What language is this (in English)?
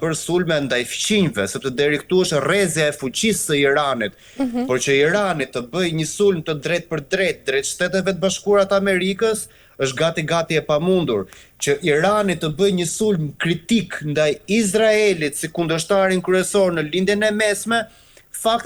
Albanian